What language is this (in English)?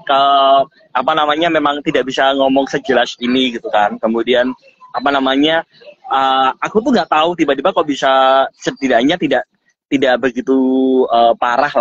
Indonesian